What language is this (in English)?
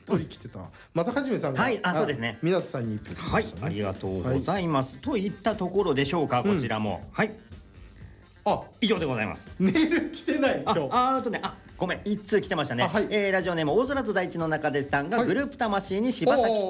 Japanese